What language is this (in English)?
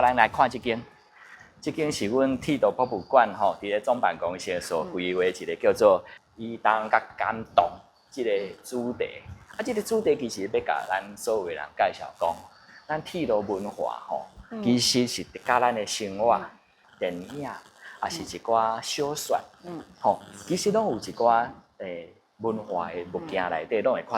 Min Nan Chinese